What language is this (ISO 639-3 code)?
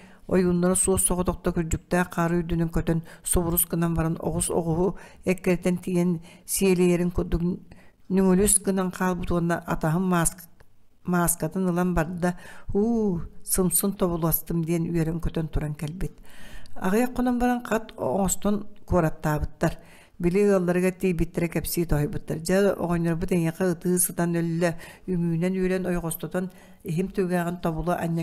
sah